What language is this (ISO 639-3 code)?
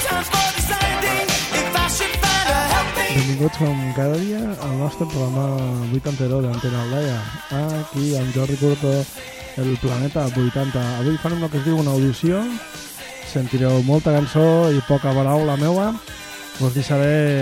cat